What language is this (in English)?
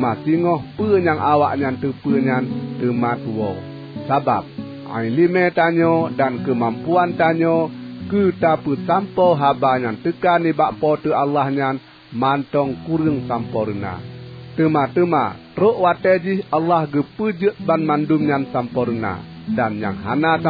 Achinese